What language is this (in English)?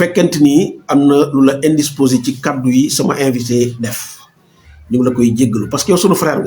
Wolof